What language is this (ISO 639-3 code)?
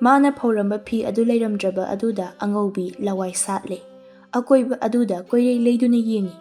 mni